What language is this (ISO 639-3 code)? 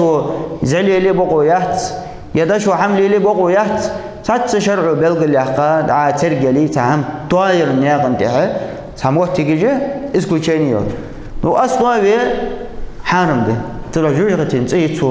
inh